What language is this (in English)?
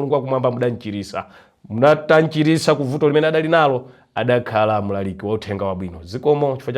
Nyanja